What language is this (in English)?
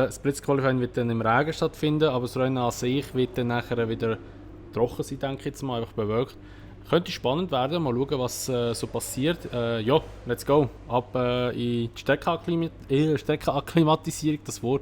Swiss German